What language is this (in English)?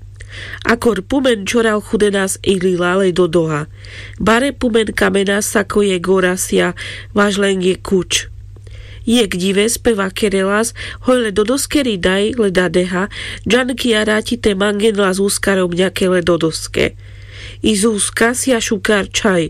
Carpathian Romani